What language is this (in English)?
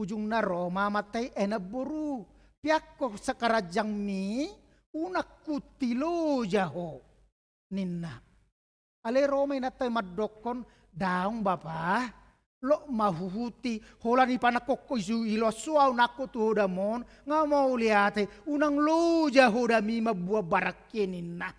Batak Toba